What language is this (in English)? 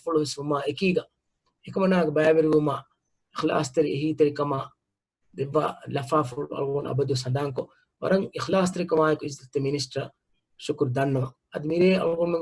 Divehi